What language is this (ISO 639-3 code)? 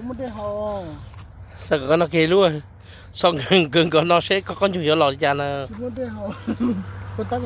hmn